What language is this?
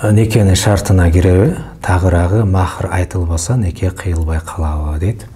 Kyrgyz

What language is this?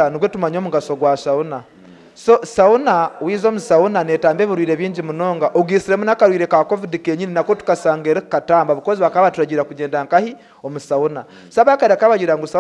Nyankole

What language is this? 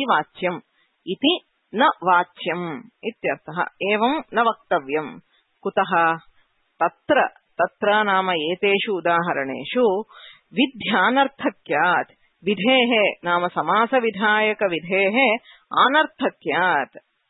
Sanskrit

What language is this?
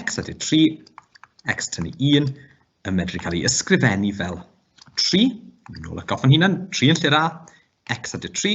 Welsh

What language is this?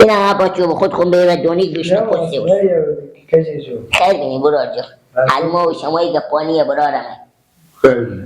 Hazaragi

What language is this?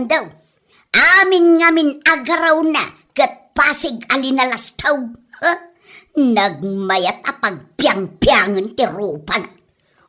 Iloko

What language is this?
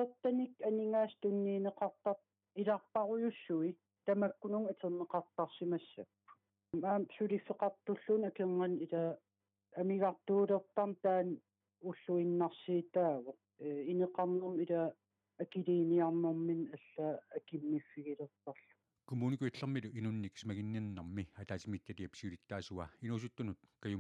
Kalaallisut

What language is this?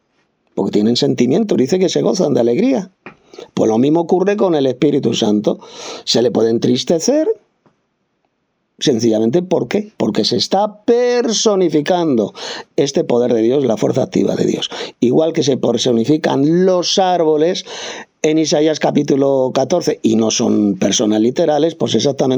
Spanish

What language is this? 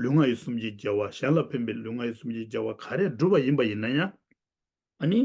Tibetan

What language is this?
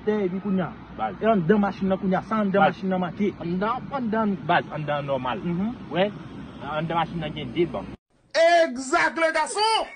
Haitian Creole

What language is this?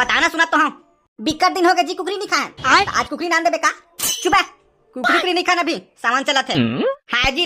Chhattisgarhi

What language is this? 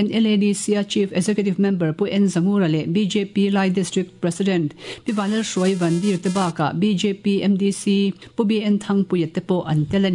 Mizo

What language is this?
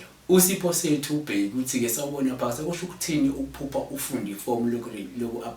Zulu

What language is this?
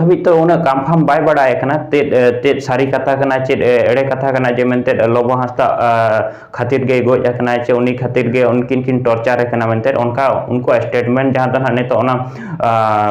Santali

